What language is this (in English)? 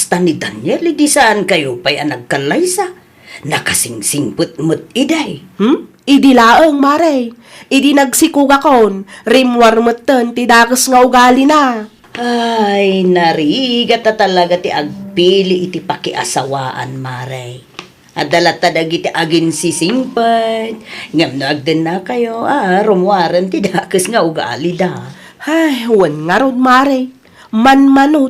Iloko